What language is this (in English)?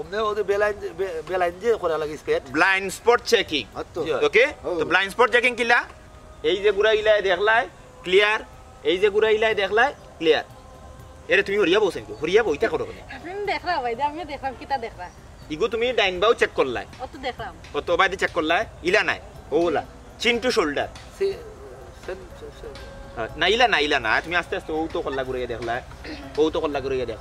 Sylheti